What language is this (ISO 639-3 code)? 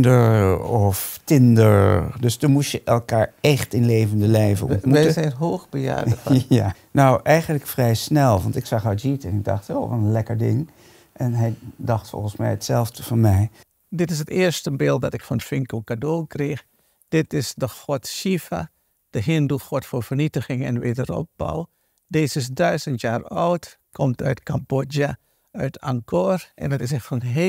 nld